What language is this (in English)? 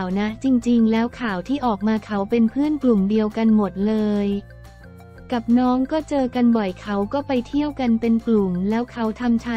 Thai